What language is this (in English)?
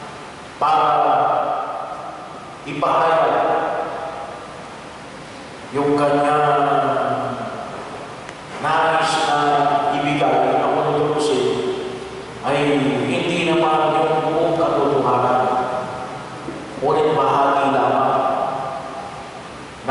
Filipino